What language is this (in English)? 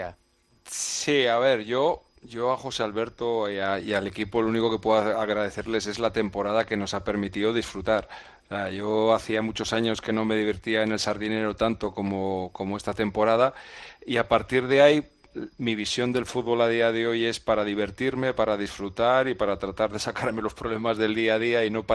Spanish